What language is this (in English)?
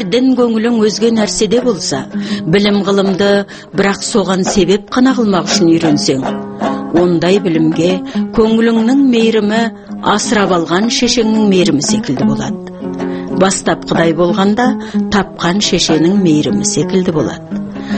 Kazakh